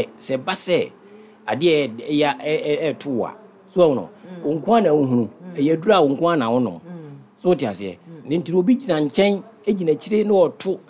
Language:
Akan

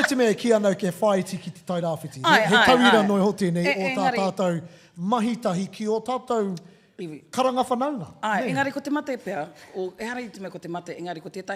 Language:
Māori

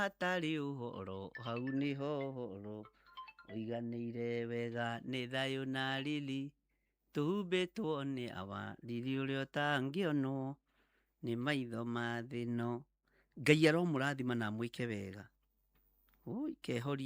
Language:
Kikuyu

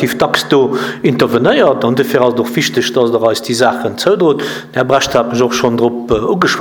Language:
Luxembourgish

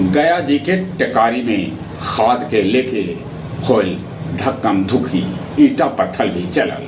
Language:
Magahi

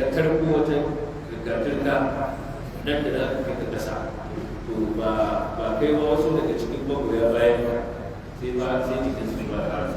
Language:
Hausa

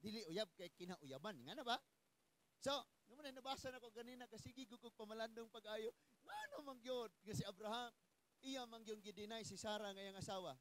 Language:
Cebuano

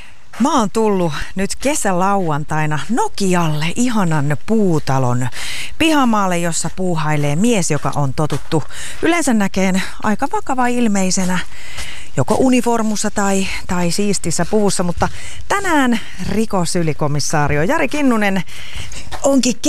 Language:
Finnish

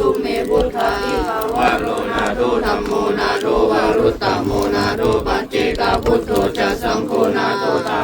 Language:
Pali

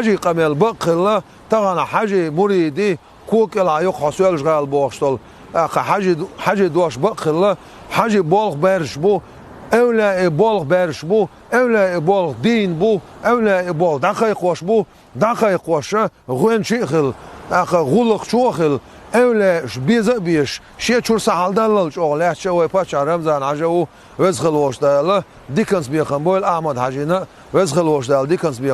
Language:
Chechen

